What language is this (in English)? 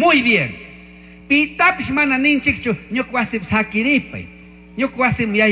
Chimborazo Highland Quichua